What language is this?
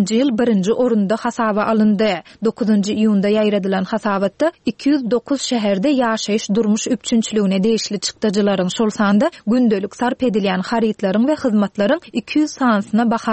Turkmen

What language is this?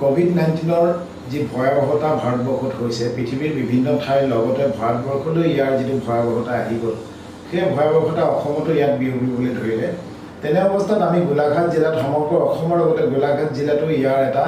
Assamese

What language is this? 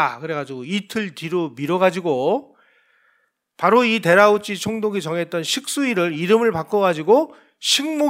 Korean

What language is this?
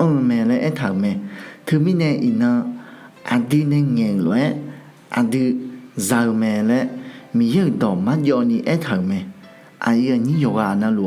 Akha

